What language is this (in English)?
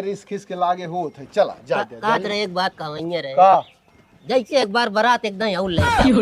Awadhi